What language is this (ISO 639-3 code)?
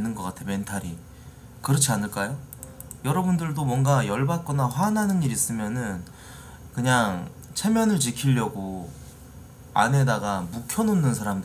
kor